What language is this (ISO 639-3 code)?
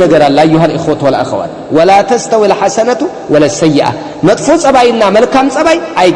amh